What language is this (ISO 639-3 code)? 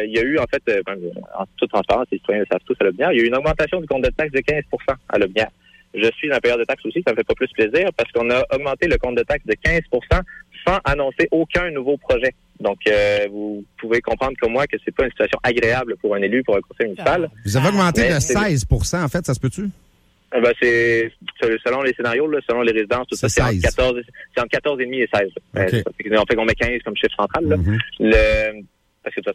fra